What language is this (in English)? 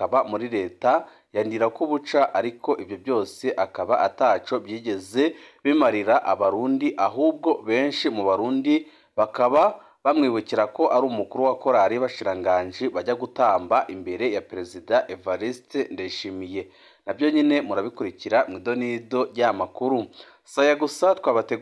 Rundi